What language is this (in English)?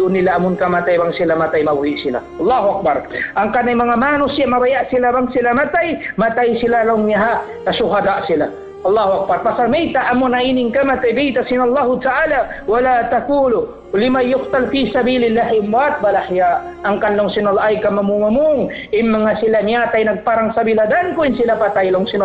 Tausug